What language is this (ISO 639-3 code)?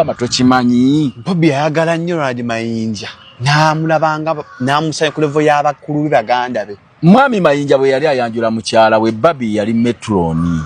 lug